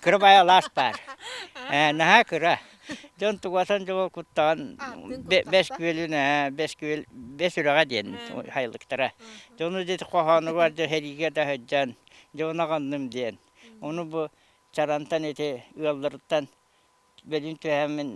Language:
Yakut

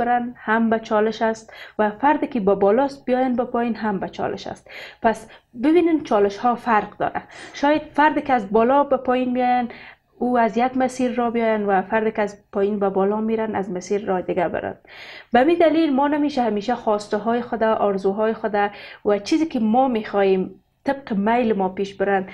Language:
Persian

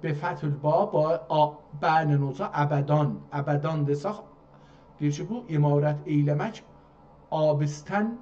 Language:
South Azerbaijani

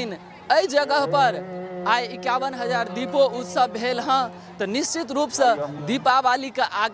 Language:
Maithili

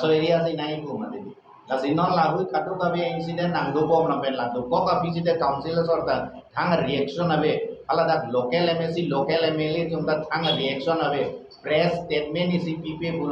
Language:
Karbi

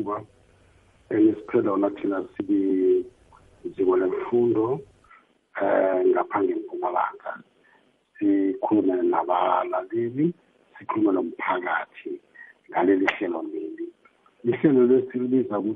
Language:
South Ndebele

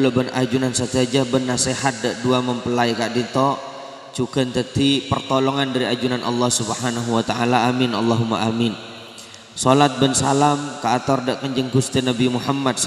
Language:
Madurese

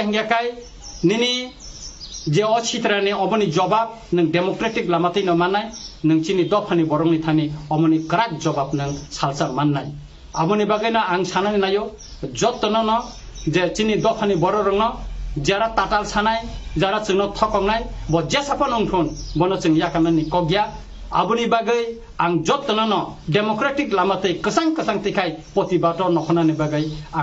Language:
Kok Borok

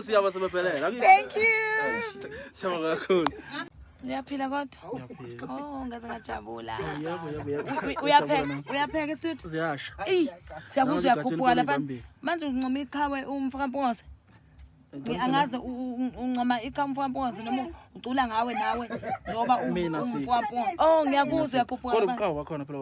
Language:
Zulu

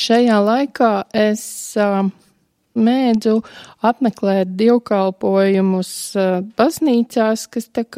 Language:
Latvian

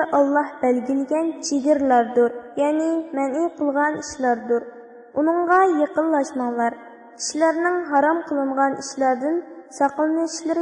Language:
Uyghur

